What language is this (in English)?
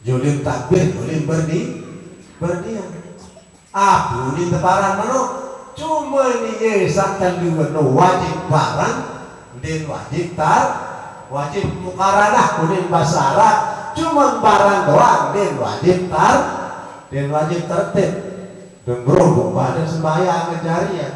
Sasak